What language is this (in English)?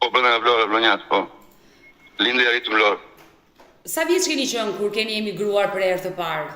Albanian